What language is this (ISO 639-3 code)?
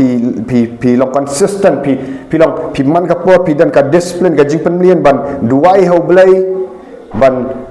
kha